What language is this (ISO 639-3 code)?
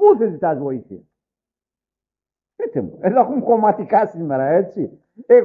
ell